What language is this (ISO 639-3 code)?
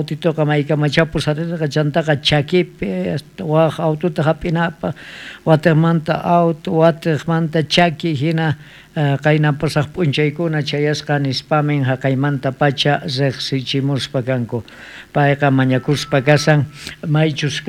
quh